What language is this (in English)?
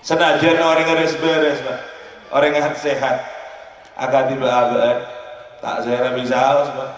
Madurese